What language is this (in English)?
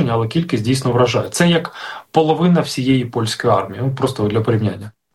Ukrainian